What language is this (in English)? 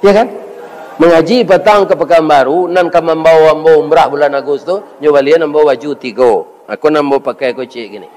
Minangkabau